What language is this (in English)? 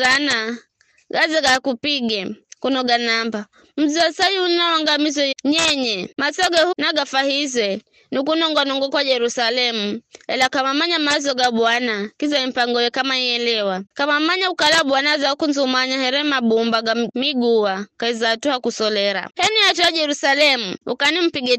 Giryama